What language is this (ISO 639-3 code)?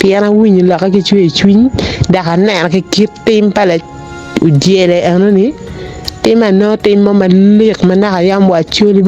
ach